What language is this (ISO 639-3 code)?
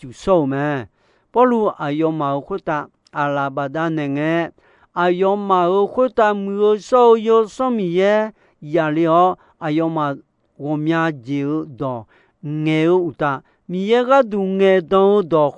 ahk